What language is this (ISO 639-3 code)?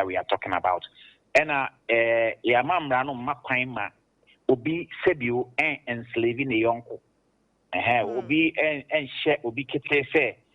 aka